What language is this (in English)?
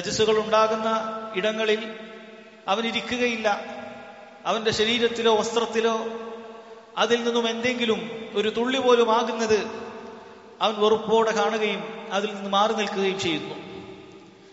Malayalam